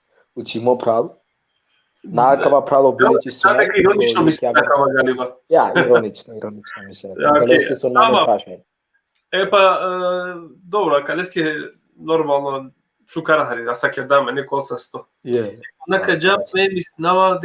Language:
Balkan Romani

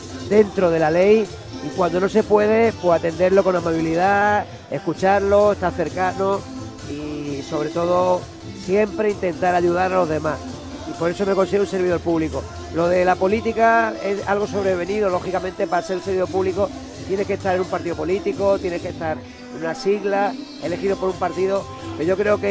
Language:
Spanish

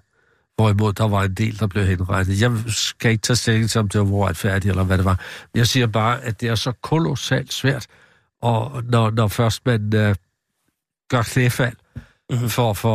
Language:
Danish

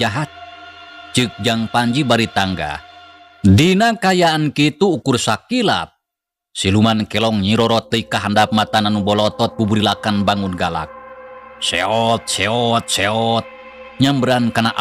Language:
Sundanese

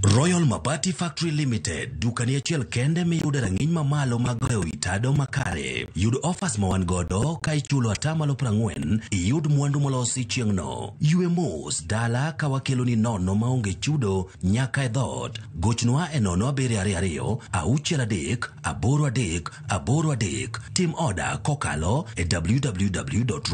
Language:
Luo (Kenya and Tanzania)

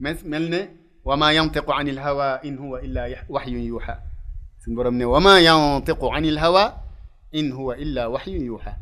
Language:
Wolof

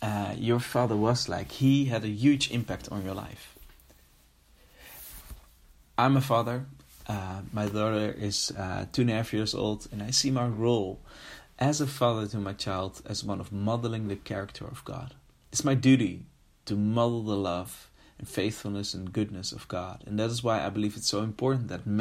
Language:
English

